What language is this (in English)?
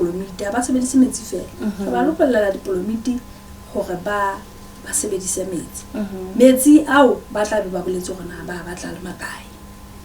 Southern Sotho